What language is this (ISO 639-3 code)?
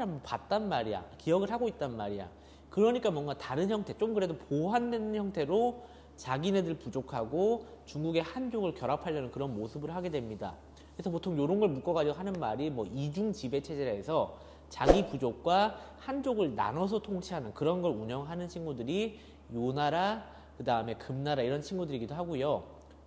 kor